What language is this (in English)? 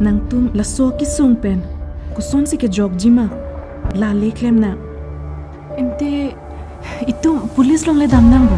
Karbi